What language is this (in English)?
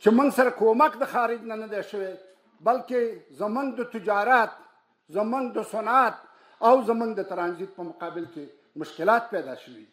Pashto